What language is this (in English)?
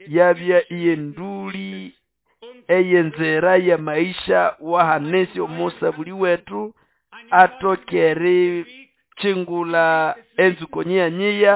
Nande